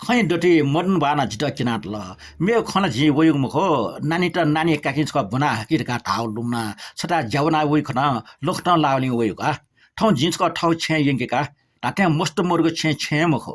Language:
Newari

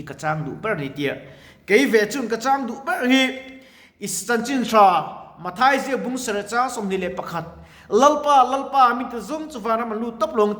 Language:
Mizo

